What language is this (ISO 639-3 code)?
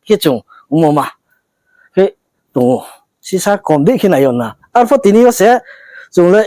ria